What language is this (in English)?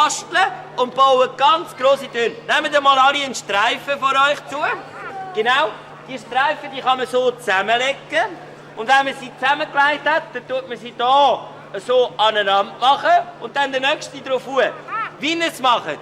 Swiss German